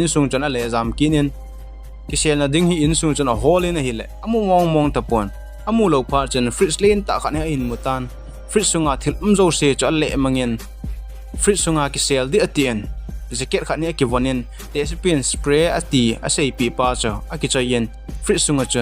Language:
Thado Chin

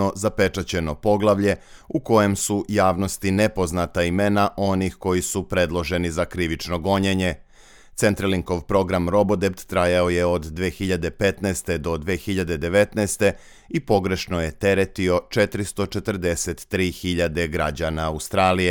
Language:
Serbian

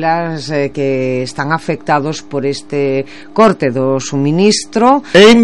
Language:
Galician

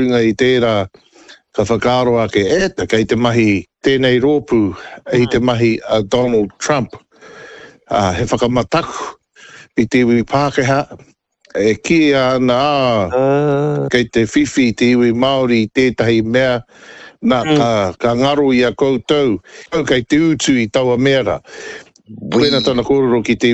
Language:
Māori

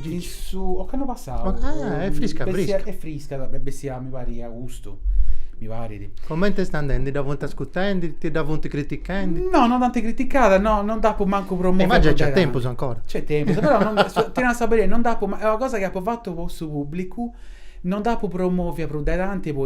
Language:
Sardinian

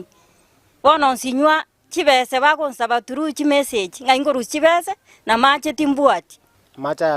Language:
Gusii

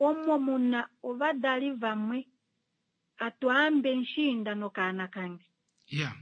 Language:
Kuanyama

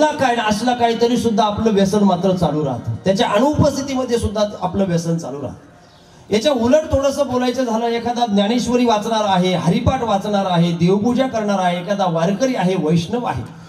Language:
Marathi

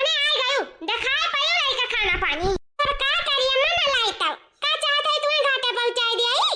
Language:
Awadhi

